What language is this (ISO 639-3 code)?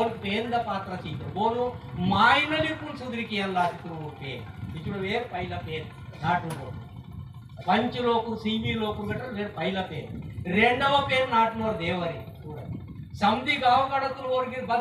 esg